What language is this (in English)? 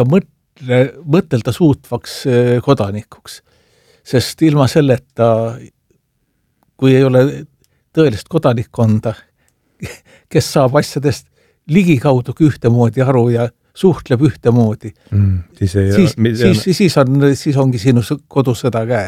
Estonian